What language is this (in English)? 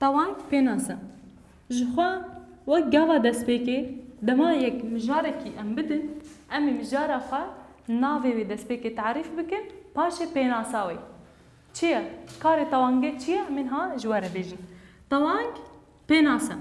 Kurdish